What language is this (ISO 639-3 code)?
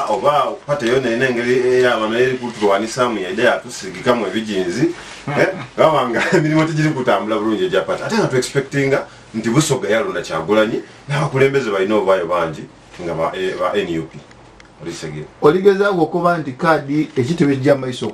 lug